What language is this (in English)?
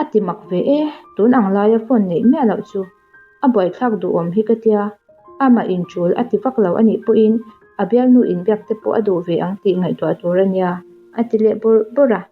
Mizo